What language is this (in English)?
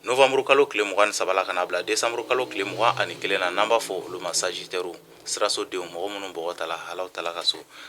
Bambara